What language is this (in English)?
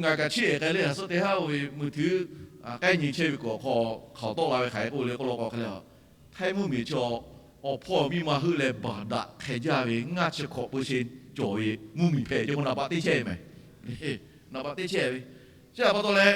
Lahu